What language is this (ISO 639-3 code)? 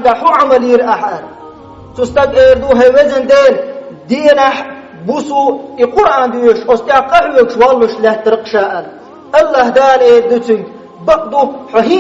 che